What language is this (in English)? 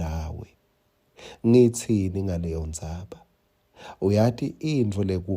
Swati